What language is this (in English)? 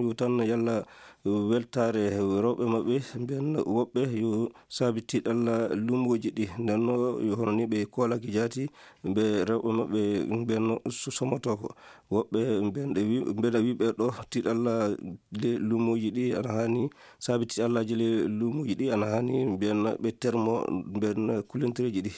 Maasina Fulfulde